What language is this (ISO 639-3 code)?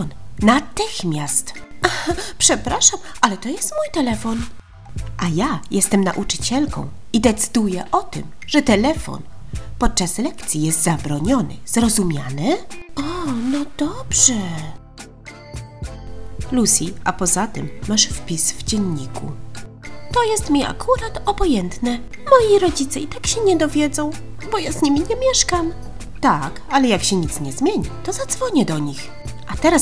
pol